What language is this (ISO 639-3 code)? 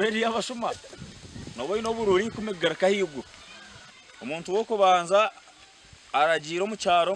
nyn